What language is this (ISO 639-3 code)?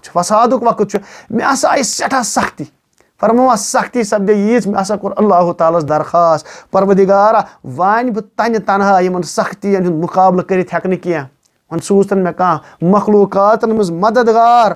kas